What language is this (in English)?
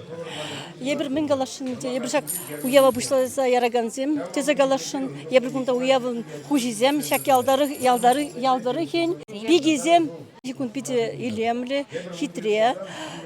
Chuvash